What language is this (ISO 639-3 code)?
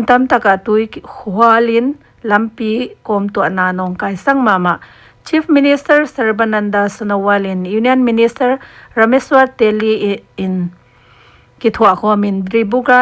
pck